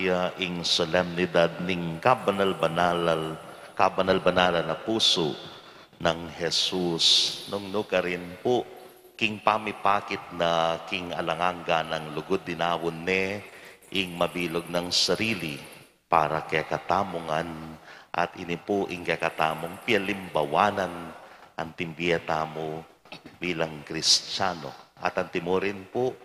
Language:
Pampanga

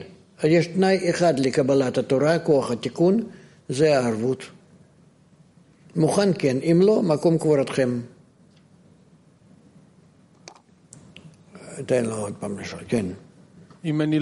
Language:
Hebrew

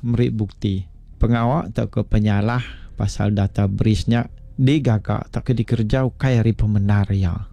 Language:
Iban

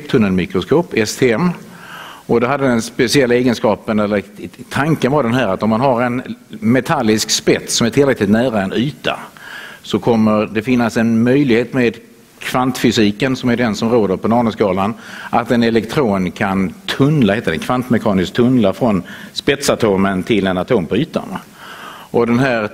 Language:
Swedish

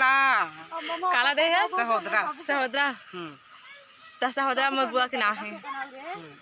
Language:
Chhattisgarhi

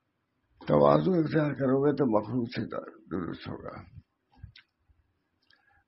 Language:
Urdu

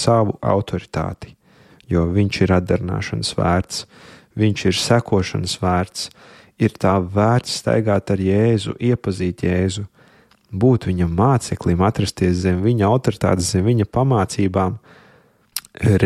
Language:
Latvian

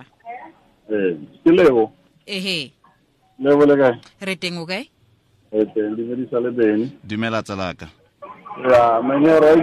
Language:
Tswana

